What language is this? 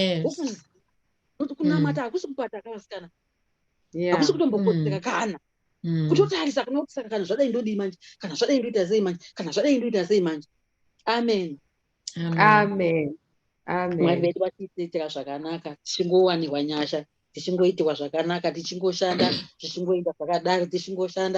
Shona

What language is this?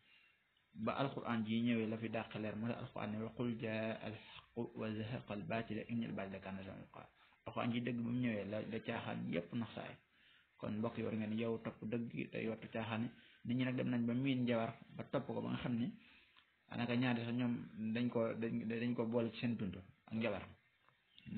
Wolof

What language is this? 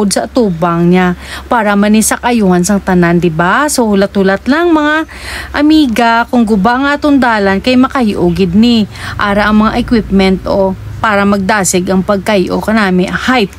Hiligaynon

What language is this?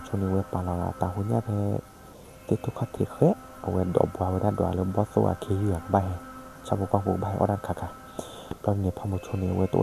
S'gaw Karen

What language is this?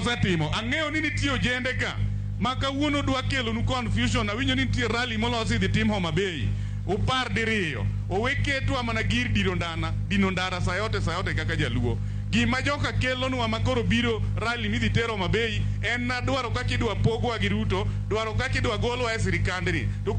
Luo (Kenya and Tanzania)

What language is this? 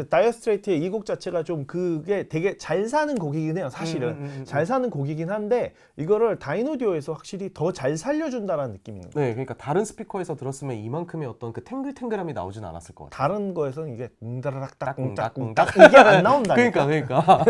Korean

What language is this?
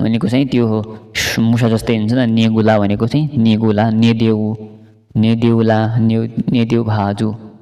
Nepali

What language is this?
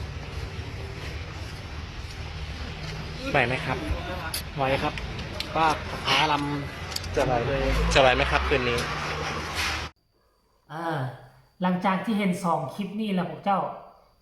Northeastern Thai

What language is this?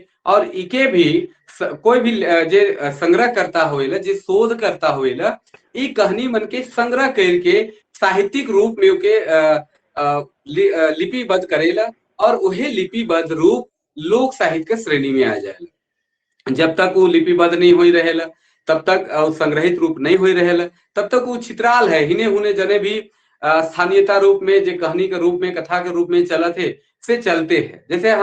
Sadri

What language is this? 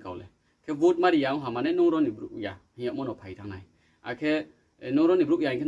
Riang (India)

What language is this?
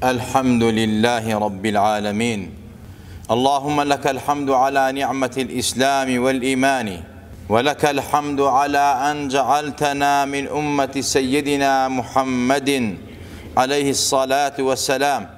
Central Kurdish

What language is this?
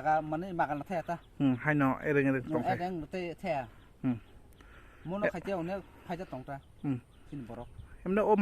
Kok Borok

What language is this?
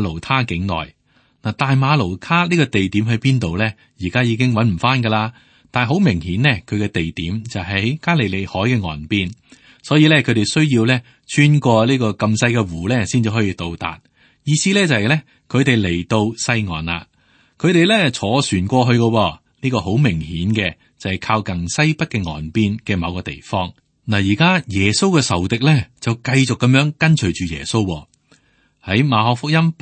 Cantonese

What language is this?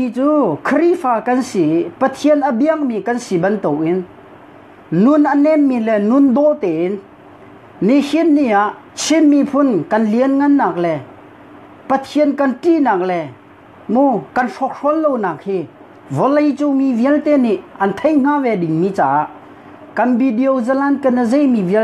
Hakha Chin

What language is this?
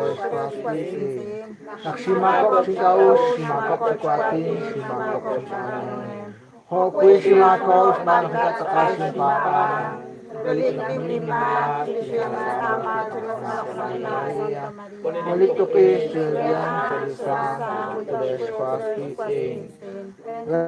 Kekchí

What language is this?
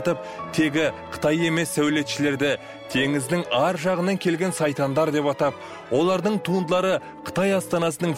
Kazakh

